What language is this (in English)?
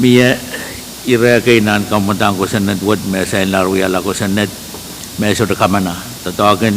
Pohnpeian